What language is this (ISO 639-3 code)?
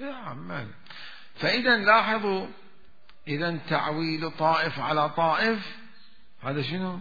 acm